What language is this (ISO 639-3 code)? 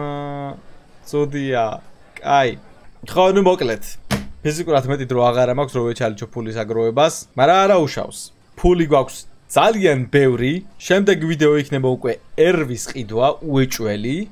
kat